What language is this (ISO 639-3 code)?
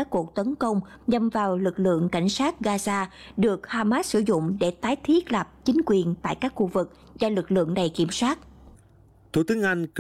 vie